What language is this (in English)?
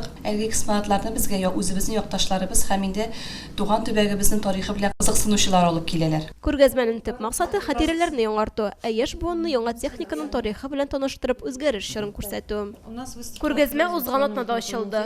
Tatar